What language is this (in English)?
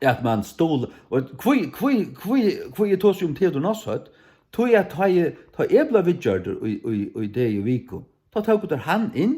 Faroese